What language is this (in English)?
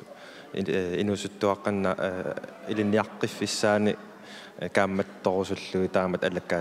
Kalaallisut